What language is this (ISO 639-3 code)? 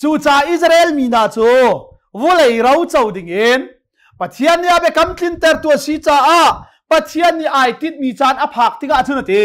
cnh